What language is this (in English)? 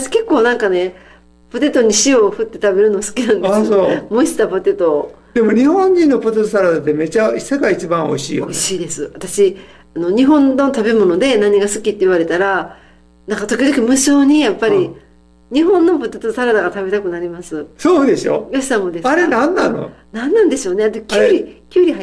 Japanese